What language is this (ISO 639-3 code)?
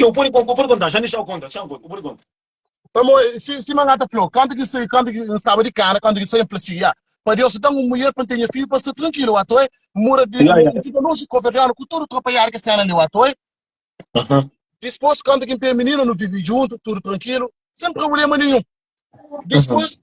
kea